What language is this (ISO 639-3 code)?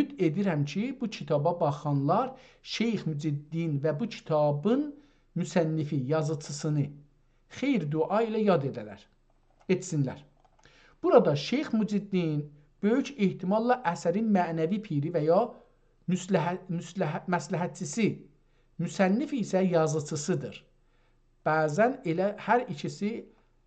azb